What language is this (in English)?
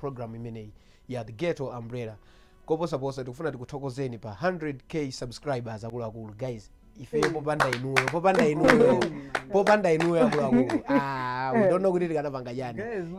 Nyanja